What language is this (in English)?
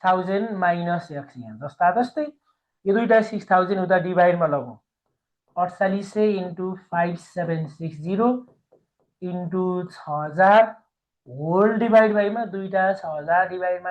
Nepali